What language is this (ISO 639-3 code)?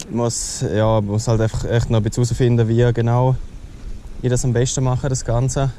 gsw